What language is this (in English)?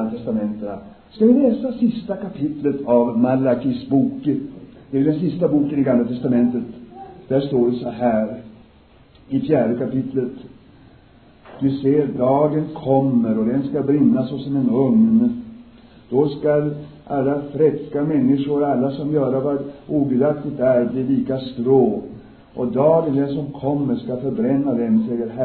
Swedish